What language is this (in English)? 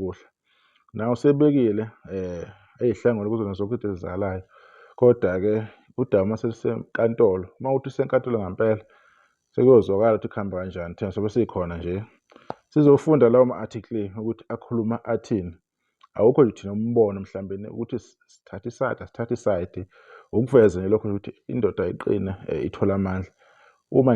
Zulu